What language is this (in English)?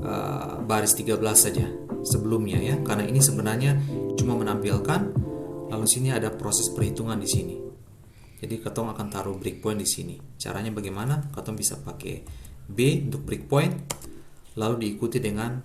Ambonese Malay